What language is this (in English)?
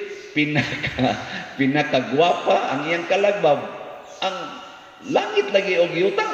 Cebuano